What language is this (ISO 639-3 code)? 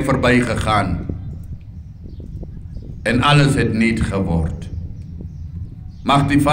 afr